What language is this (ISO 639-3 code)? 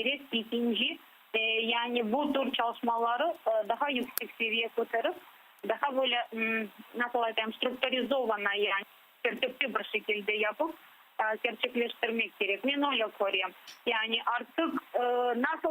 crh